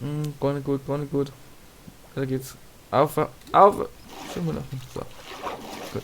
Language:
Bavarian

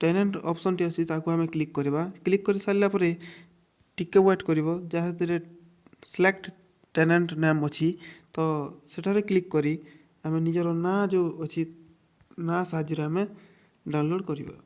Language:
Odia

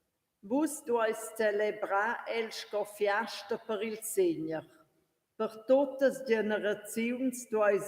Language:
Romansh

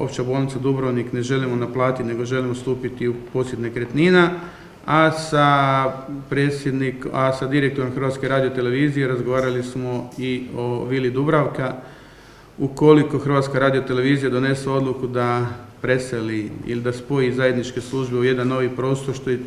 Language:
Croatian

